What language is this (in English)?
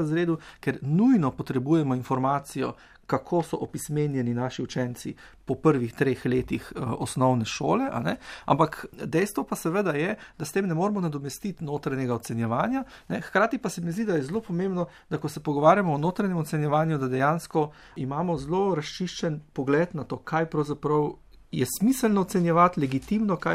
Slovenian